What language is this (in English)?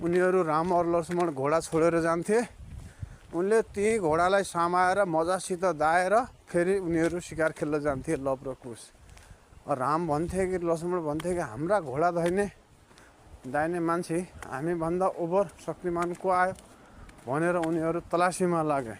Nepali